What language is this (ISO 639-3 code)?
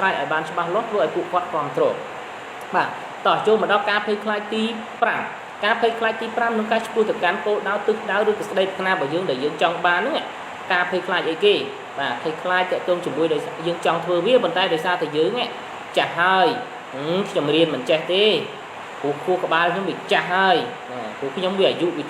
khm